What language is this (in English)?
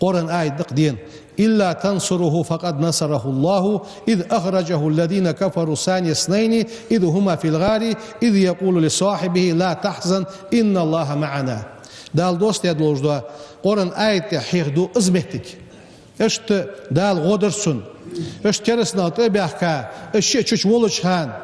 Ingush